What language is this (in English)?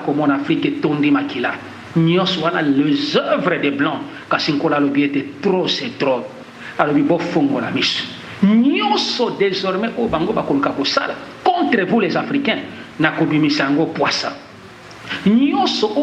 Lingala